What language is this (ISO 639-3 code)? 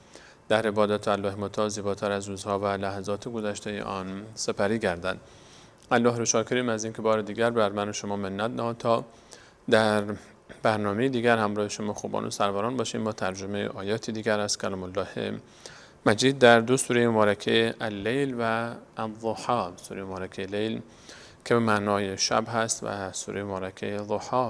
fas